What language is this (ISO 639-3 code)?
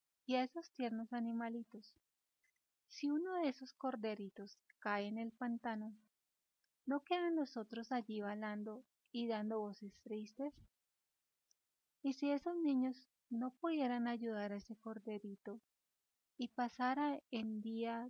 spa